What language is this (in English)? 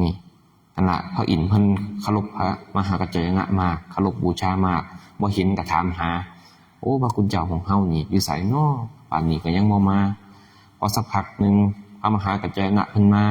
Northeastern Thai